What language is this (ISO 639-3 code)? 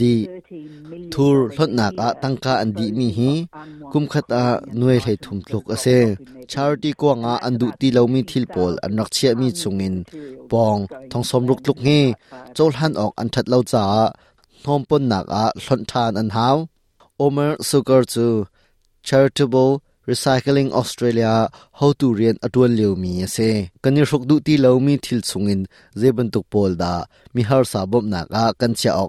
cnh